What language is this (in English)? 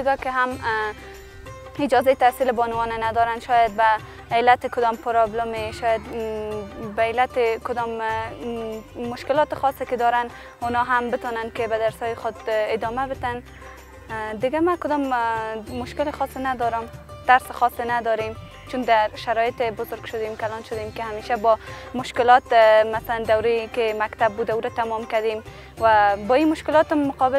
Persian